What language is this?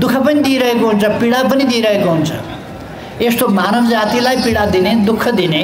Nepali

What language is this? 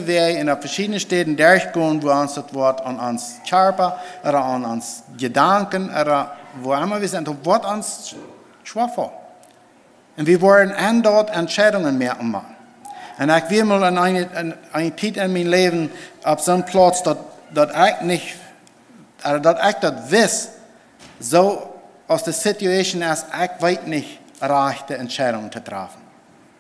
Plautdietsch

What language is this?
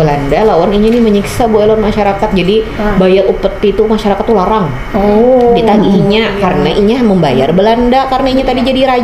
Banjar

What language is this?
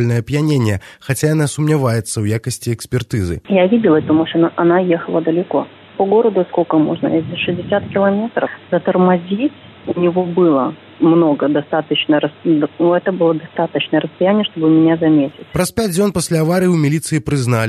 Belarusian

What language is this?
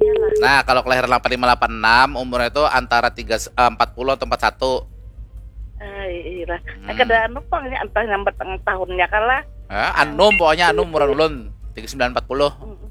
Banjar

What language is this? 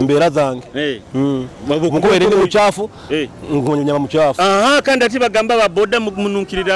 Nyoro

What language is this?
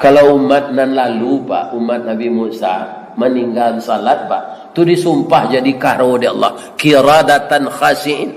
Minangkabau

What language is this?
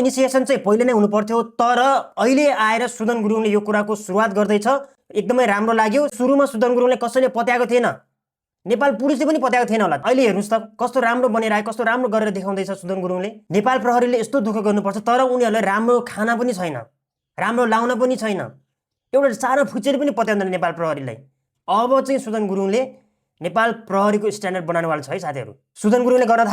Nepali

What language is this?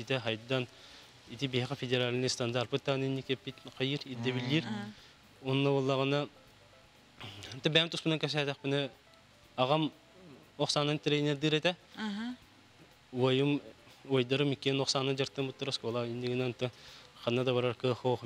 Yakut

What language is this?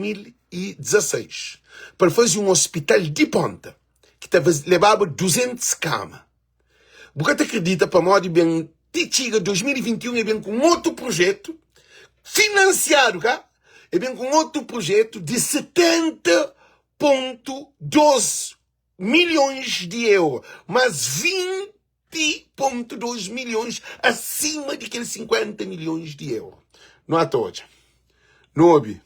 Kabuverdianu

